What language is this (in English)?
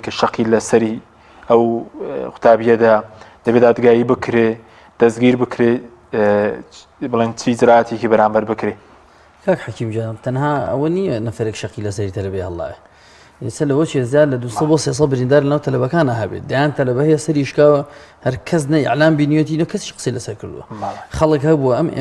Central Kurdish